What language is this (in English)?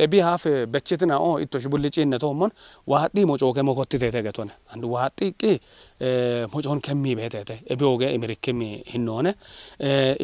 Kafa